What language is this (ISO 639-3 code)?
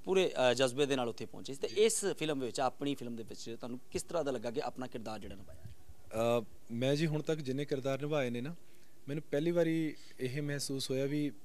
pan